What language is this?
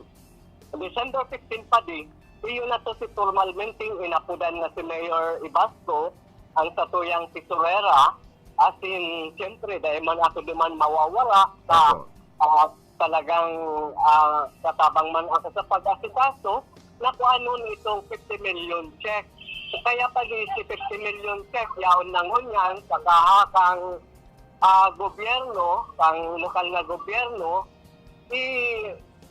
Bikol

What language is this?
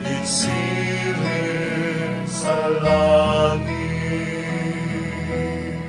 Bikol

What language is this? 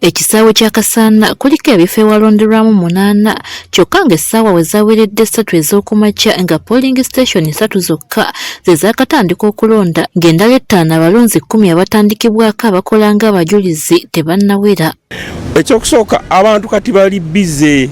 Ganda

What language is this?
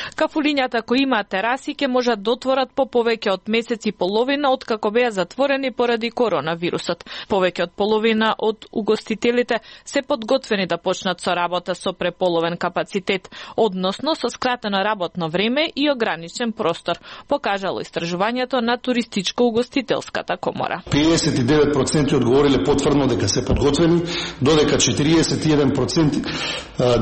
Macedonian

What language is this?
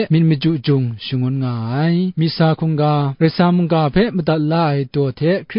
Kachin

